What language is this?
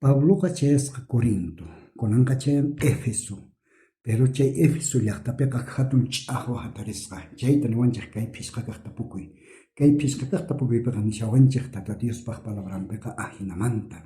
South Bolivian Quechua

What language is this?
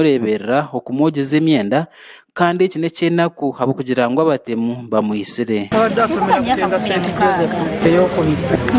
Nyankole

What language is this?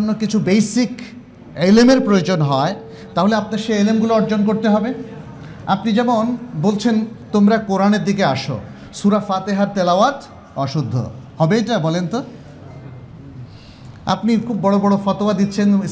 Bangla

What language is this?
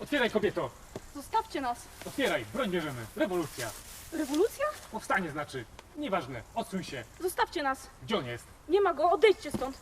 Silesian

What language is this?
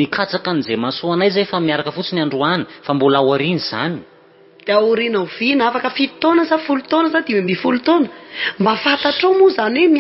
Malagasy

